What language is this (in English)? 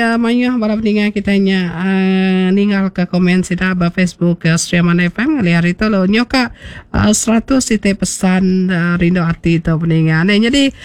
Iban